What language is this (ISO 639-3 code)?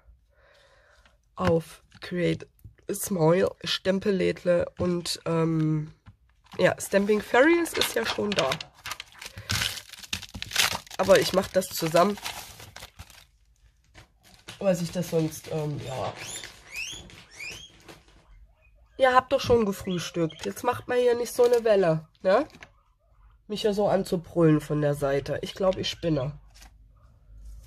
deu